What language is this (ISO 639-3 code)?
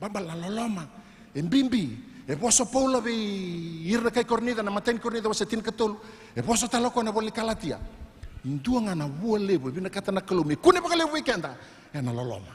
fij